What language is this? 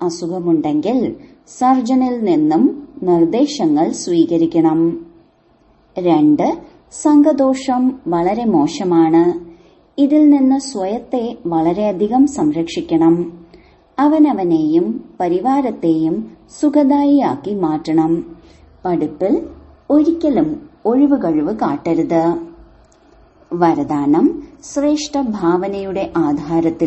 Malayalam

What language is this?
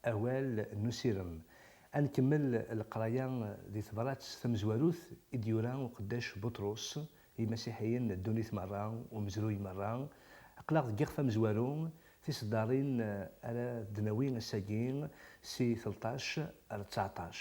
Kabyle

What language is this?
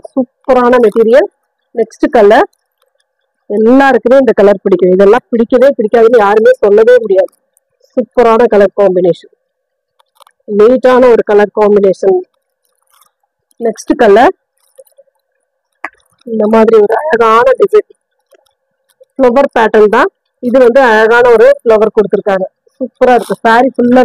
Tamil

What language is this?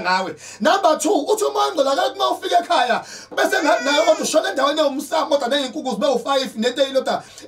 Zulu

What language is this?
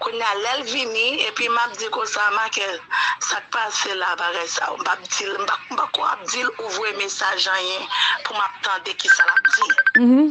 Haitian Creole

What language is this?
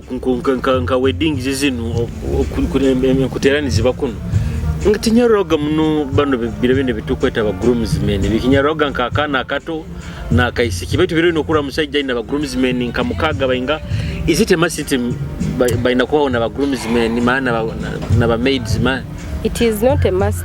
Nyoro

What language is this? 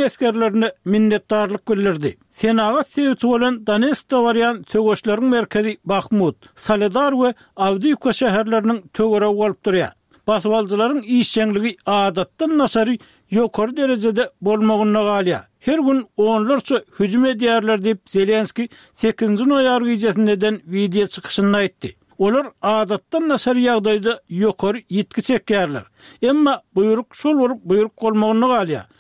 Turkmen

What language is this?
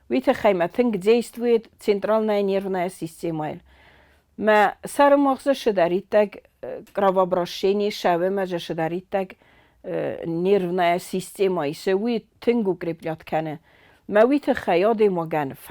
Ossetic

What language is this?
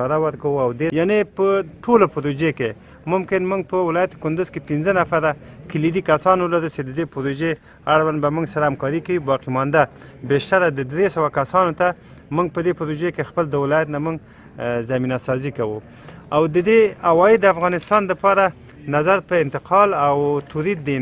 Pashto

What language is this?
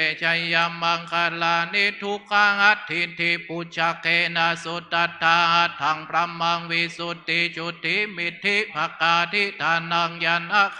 Pali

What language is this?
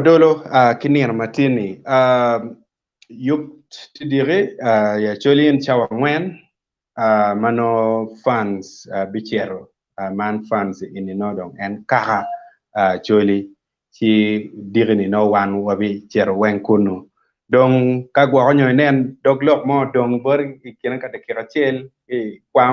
Acoli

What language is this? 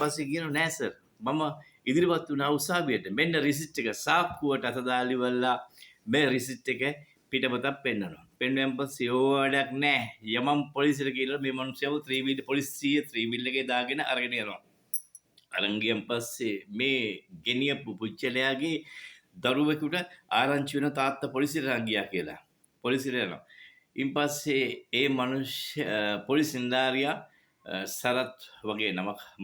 Sinhala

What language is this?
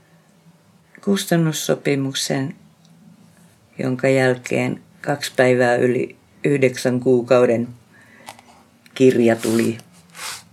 Finnish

